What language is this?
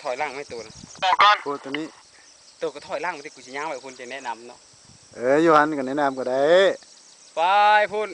Lao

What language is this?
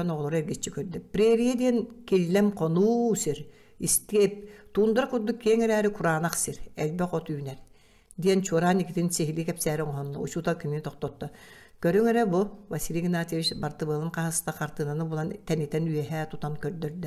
Yakut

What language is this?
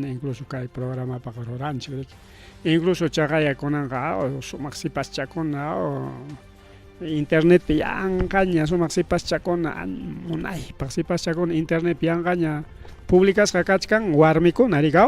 Ayacucho Quechua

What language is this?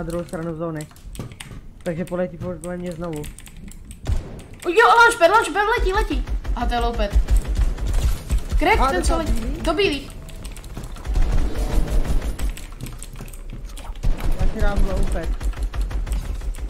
Czech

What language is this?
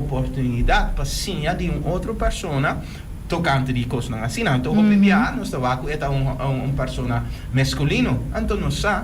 Papiamento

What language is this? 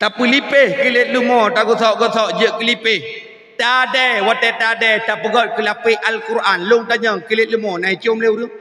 Achinese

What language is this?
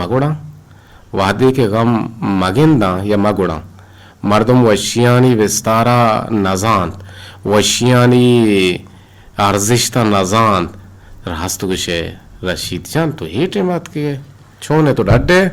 Eastern Balochi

